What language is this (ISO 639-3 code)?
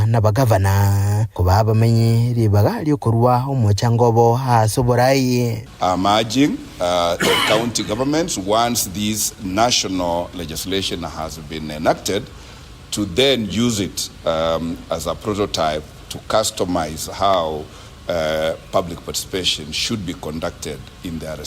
guz